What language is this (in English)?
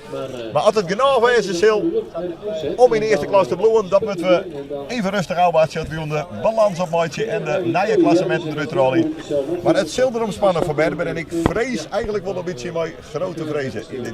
Western Frisian